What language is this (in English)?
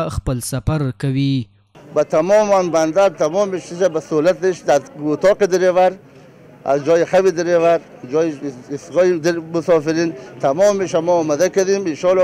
Pashto